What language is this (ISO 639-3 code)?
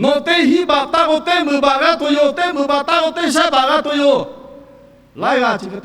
lhu